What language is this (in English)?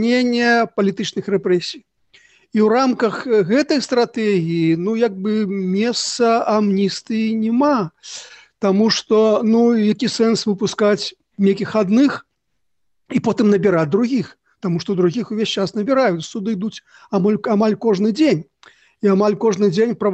Belarusian